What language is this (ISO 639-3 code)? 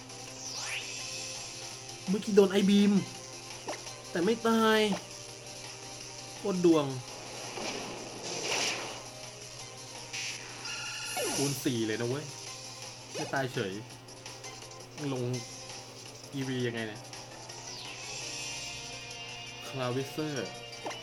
tha